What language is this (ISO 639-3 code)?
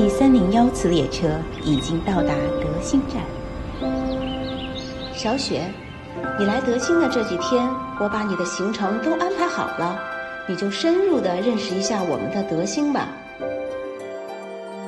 zho